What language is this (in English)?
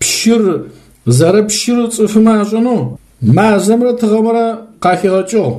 Adyghe